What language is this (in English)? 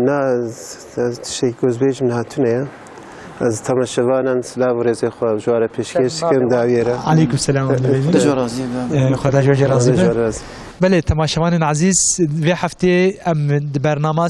Kurdish